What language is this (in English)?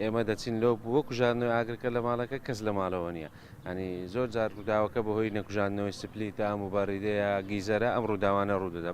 Central Kurdish